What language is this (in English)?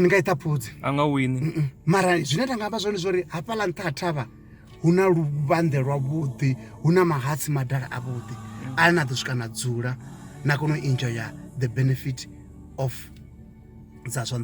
Venda